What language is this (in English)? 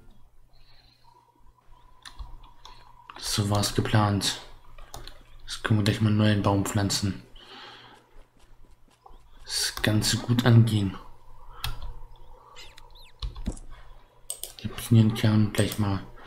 German